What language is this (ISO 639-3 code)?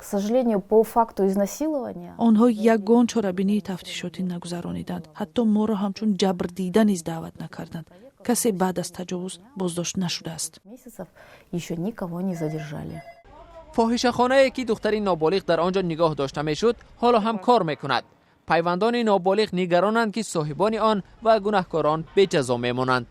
tgk